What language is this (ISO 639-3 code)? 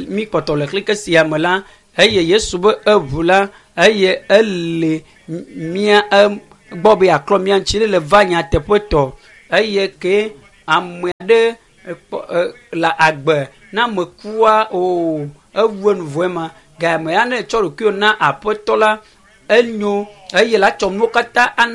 ewe